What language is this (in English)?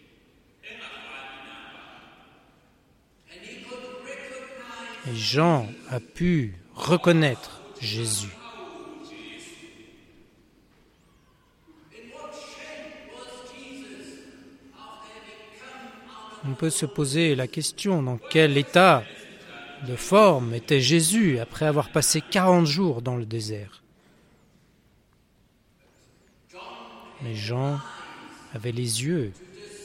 French